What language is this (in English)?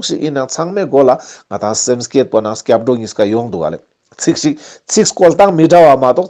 Ladakhi